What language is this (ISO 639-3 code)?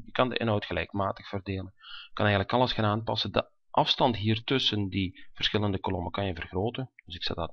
nld